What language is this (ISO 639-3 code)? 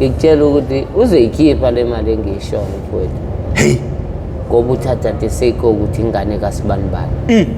zul